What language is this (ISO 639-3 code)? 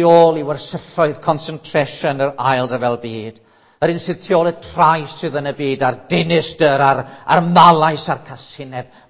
cym